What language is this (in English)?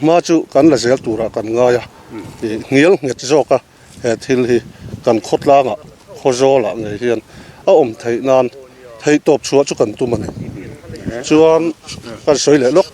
Mizo